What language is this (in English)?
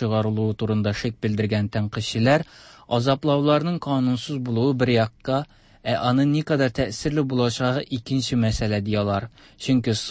Tatar